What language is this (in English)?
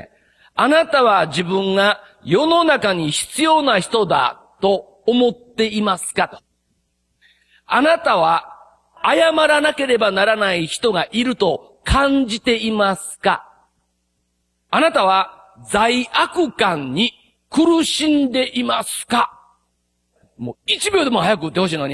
Japanese